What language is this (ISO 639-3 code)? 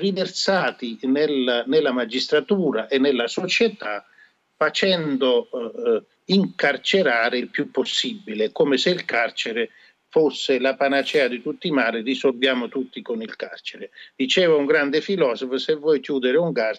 ita